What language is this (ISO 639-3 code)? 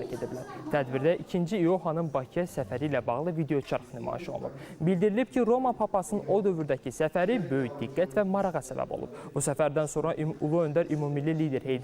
aze